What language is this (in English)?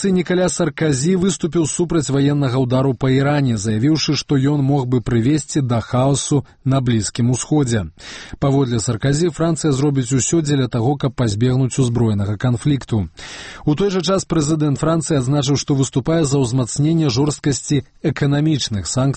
Belarusian